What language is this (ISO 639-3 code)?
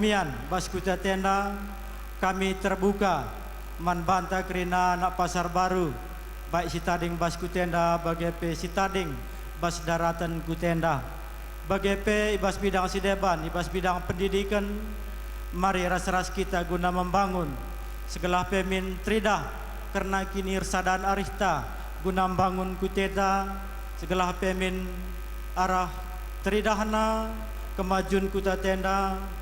btx